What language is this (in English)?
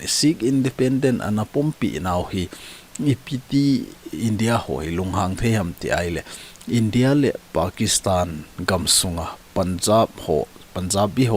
Thado Chin